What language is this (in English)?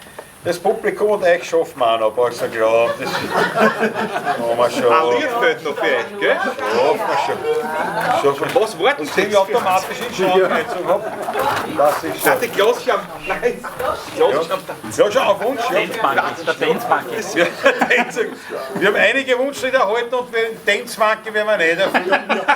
Bavarian